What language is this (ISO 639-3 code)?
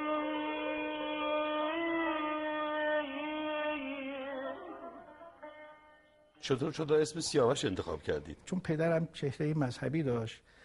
fas